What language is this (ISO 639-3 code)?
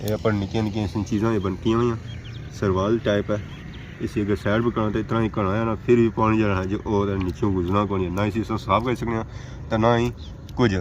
phr